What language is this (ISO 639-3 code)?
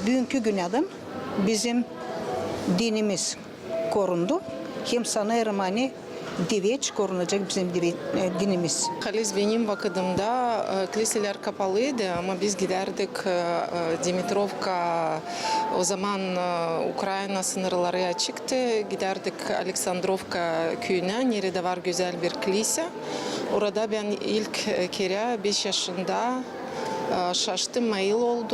gag